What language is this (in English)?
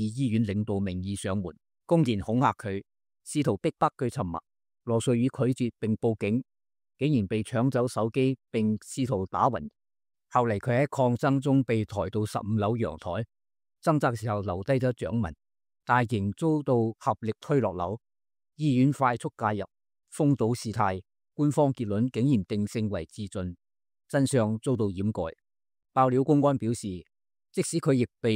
Cantonese